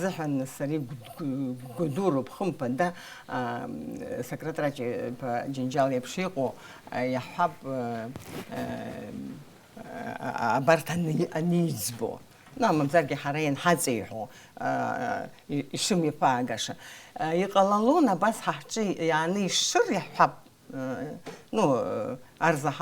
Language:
Abkhazian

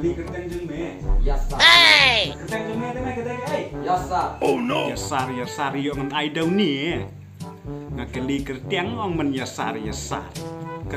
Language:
Khasi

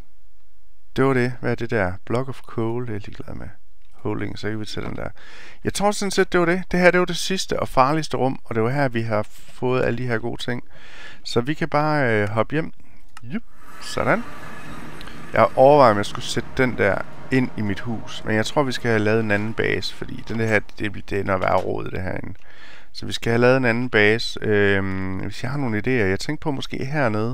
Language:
Danish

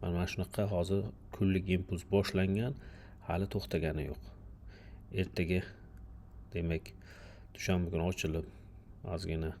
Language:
Uzbek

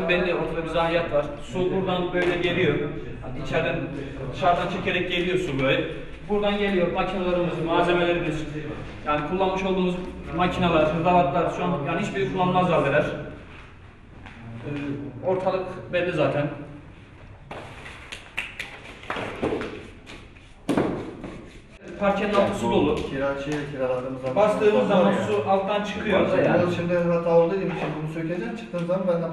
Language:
Turkish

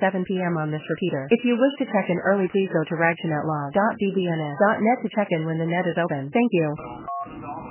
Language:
English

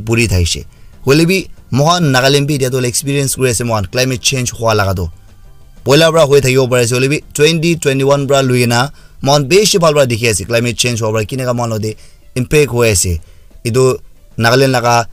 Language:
Naga Pidgin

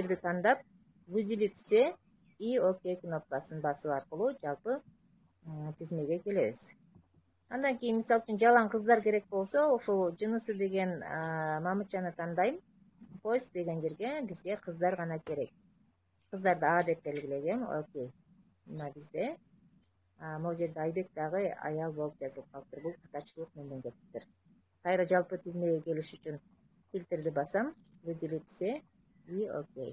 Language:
Kyrgyz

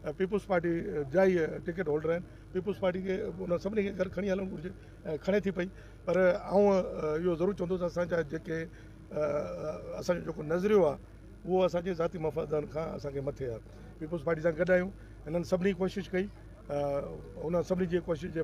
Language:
Sindhi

